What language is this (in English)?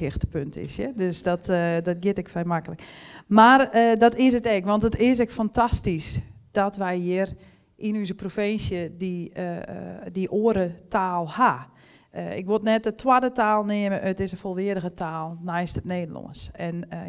Western Frisian